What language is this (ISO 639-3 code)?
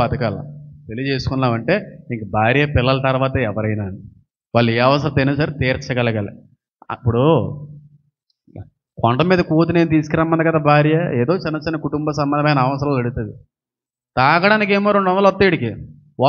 tel